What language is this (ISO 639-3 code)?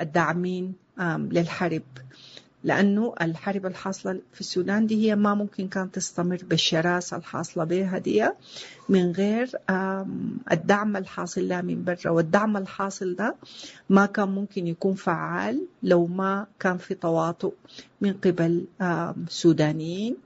apd